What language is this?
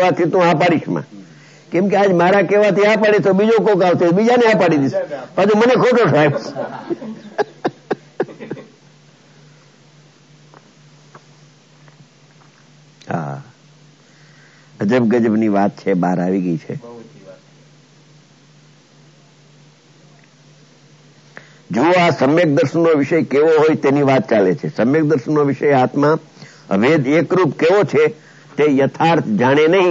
Gujarati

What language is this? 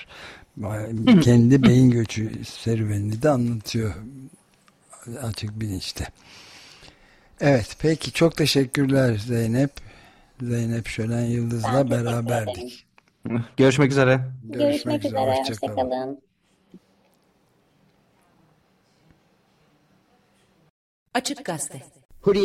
Turkish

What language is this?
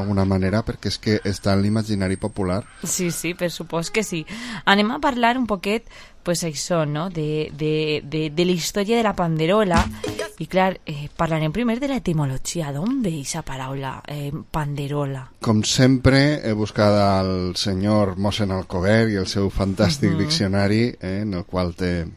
Catalan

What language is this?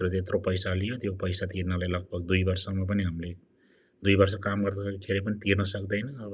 Nepali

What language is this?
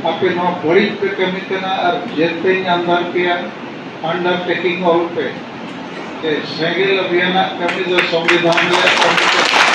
Santali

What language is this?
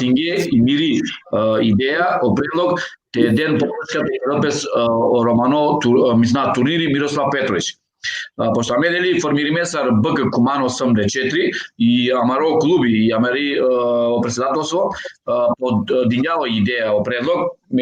Balkan Romani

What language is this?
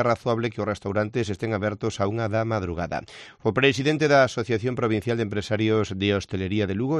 Galician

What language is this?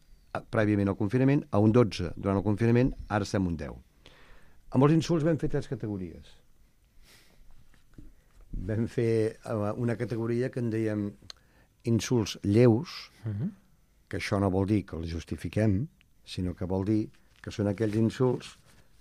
Catalan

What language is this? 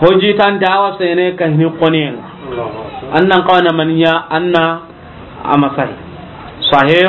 Soninke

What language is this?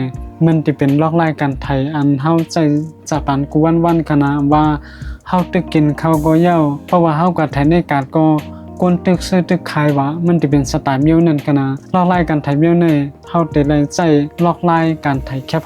Shan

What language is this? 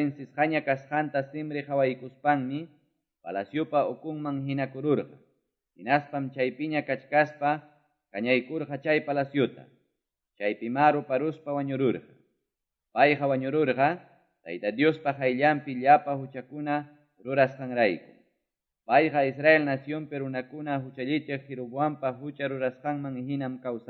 Quechua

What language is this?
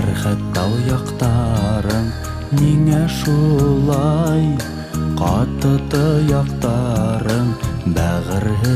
Bashkir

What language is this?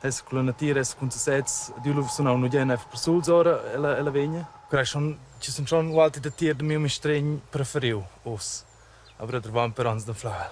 Romansh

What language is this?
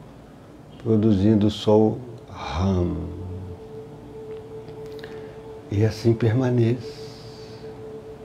Portuguese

